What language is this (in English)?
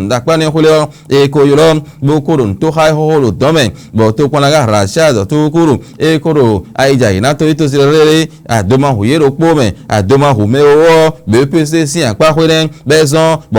Fon